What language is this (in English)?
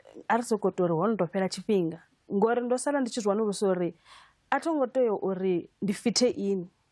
Venda